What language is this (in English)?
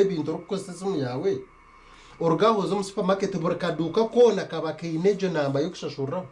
Nyankole